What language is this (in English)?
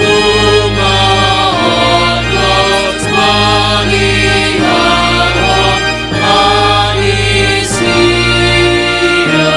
Batak Simalungun